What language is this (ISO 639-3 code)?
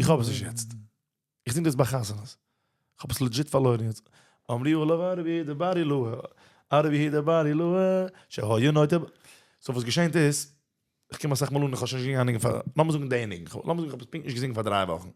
yid